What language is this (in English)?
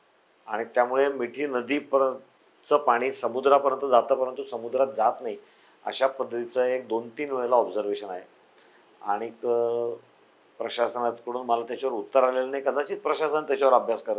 Marathi